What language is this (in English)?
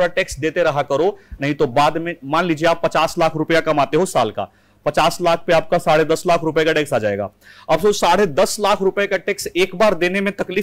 Hindi